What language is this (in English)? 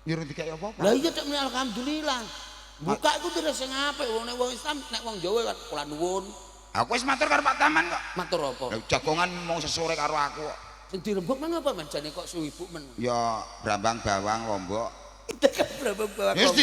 Javanese